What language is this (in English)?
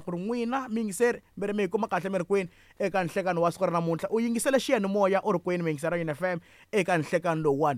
Tsonga